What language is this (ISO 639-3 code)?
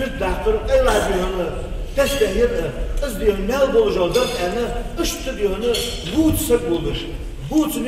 inh